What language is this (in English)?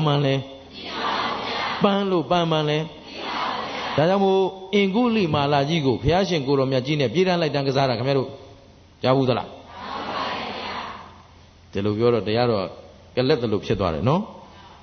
Burmese